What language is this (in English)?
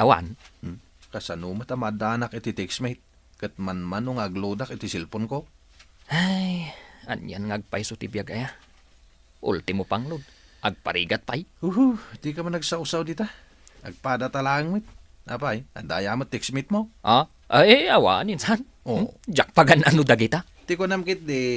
Iloko